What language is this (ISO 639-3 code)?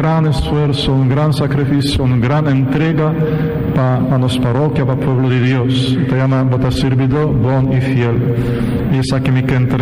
pap